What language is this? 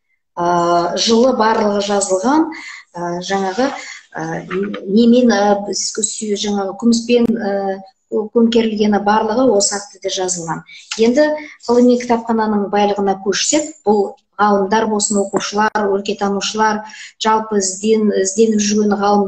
Kazakh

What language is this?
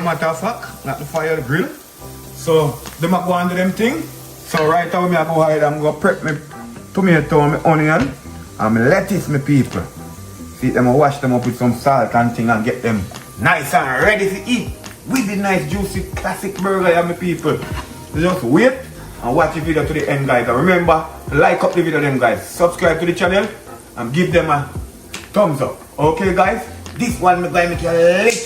Jamaican Creole English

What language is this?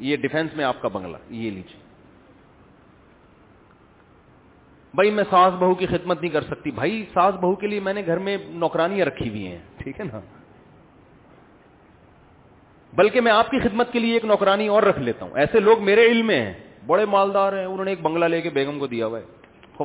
Urdu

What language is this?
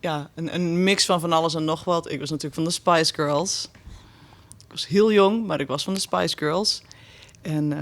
Western Frisian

